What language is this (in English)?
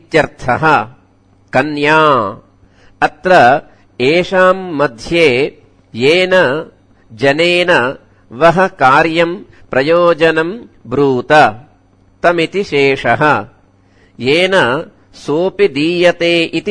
Sanskrit